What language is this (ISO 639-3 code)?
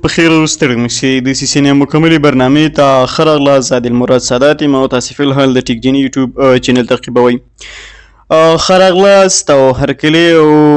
pus